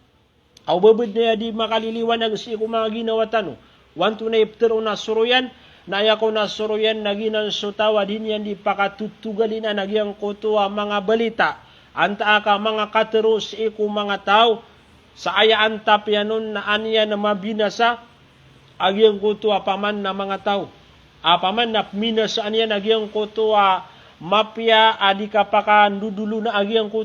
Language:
Maranao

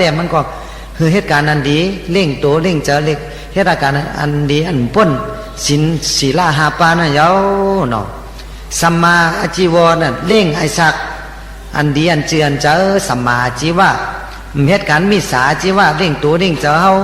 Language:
Shan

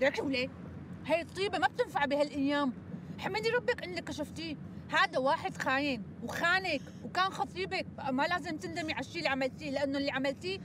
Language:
North Levantine Arabic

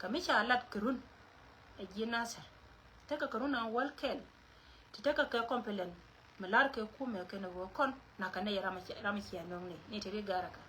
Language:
Nuer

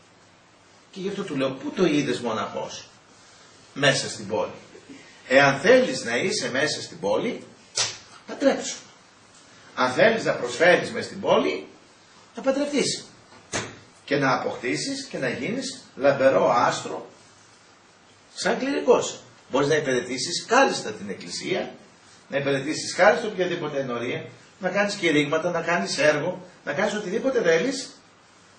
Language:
Greek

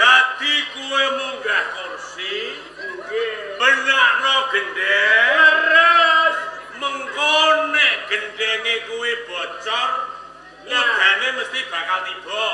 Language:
Javanese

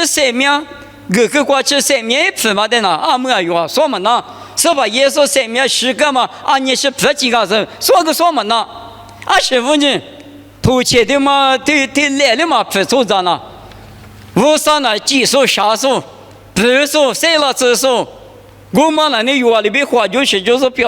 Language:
Lisu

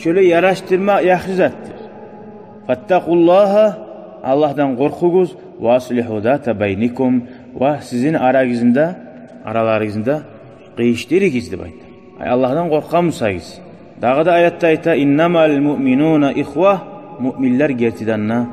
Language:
Kumyk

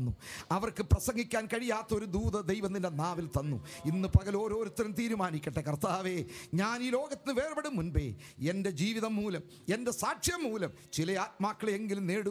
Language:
Malayalam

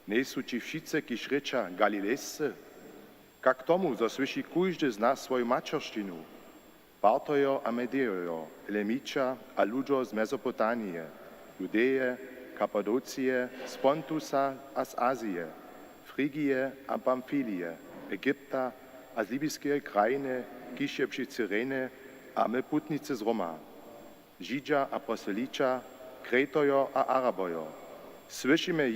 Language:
Upper Sorbian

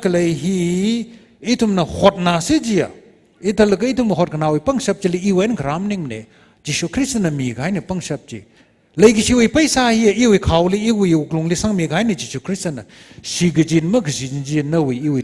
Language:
Tangkhul Naga (India)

